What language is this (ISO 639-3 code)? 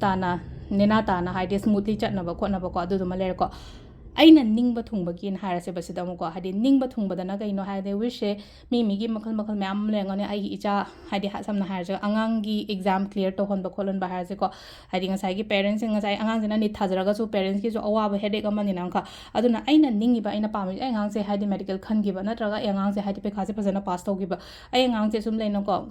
mni